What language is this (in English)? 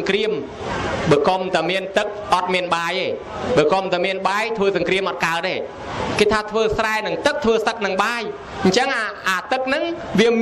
Khmer